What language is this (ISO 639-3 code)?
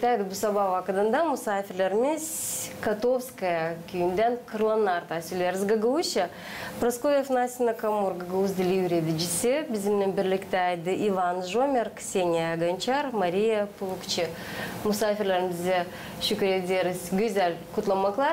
gag